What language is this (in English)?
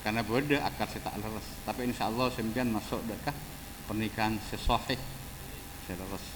Madurese